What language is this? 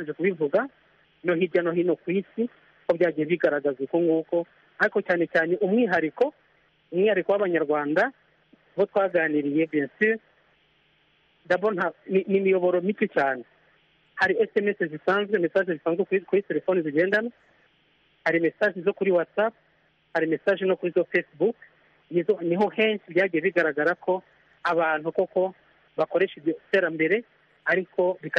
Kinyarwanda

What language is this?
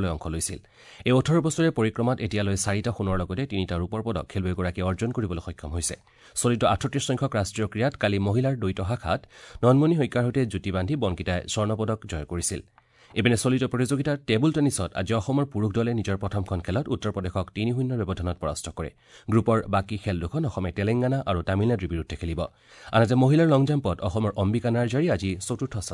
Assamese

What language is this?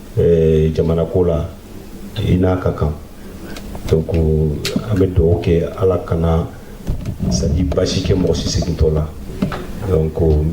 Bambara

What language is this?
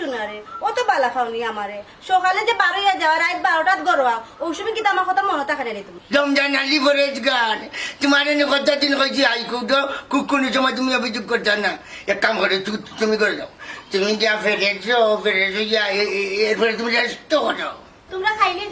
Sylheti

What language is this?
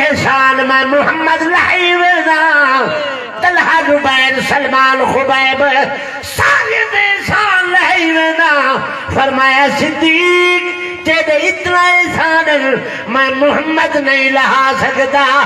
Saraiki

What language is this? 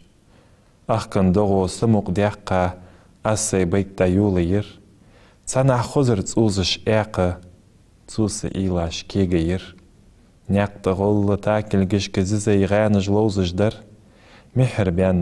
Ingush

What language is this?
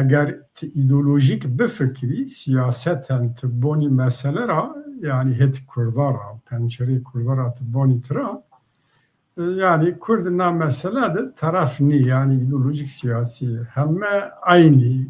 Zaza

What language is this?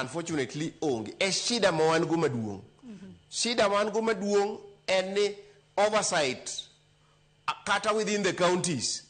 Luo (Kenya and Tanzania)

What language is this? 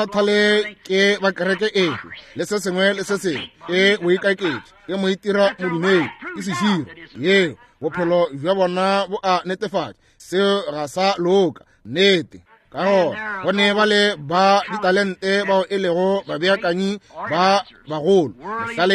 Northern Sotho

